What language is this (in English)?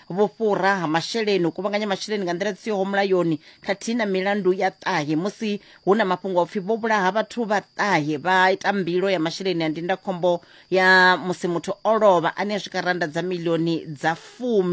Venda